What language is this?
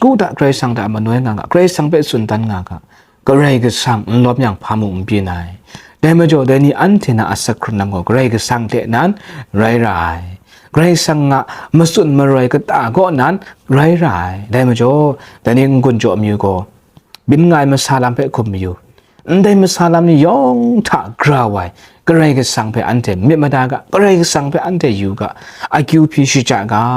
Kachin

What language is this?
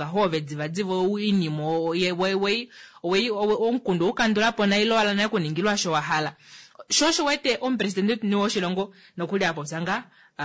Kuanyama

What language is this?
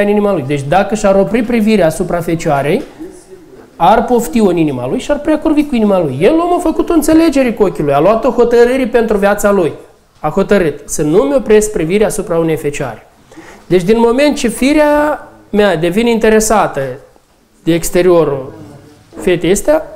Romanian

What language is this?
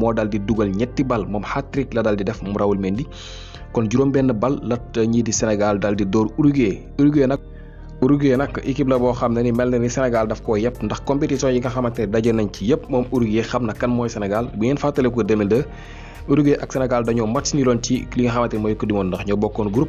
Wolof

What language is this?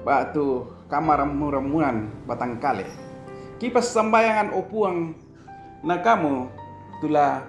Toraja-Sa'dan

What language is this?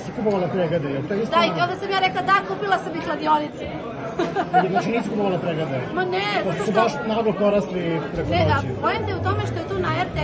Serbian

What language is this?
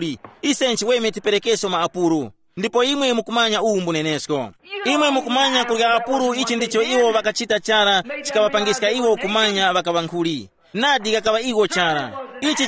Tumbuka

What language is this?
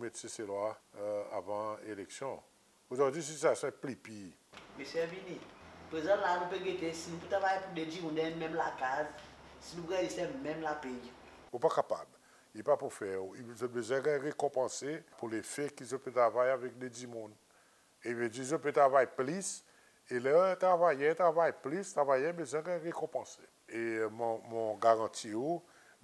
Seselwa Creole French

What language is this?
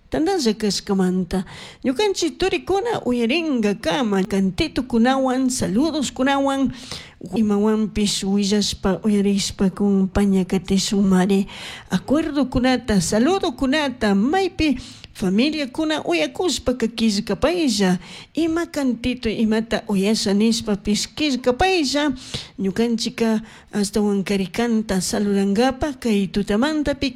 Chimborazo Highland Quichua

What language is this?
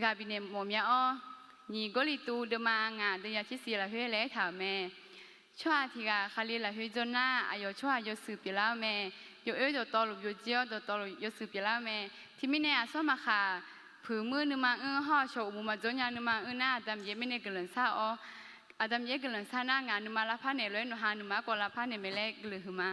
Akha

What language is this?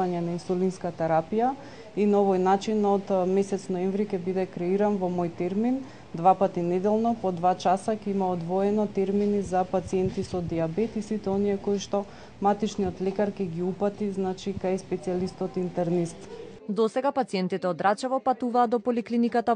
Macedonian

